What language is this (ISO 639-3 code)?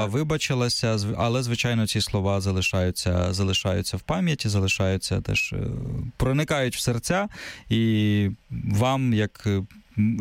ukr